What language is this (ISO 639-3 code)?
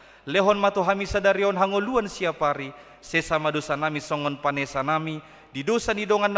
bbc